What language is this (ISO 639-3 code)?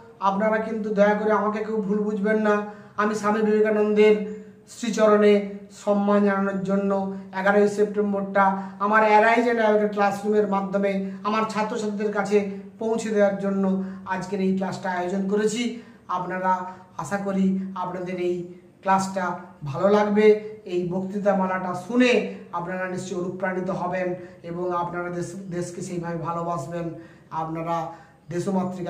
ben